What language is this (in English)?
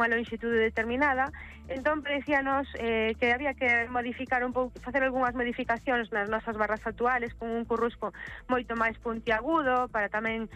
Galician